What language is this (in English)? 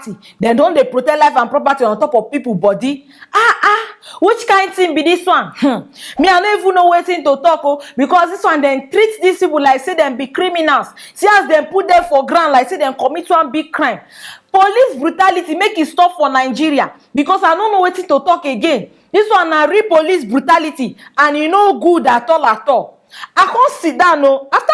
Nigerian Pidgin